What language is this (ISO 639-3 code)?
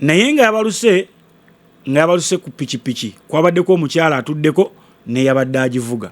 lug